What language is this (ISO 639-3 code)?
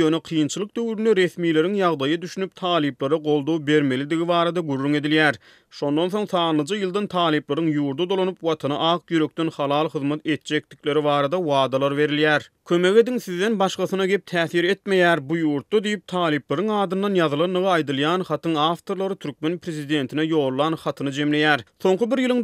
tuk